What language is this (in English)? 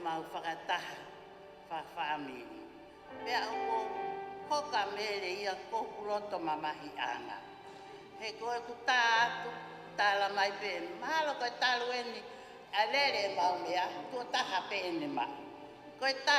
Tongan